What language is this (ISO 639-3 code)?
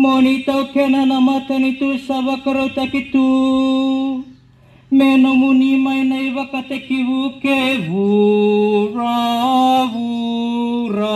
fij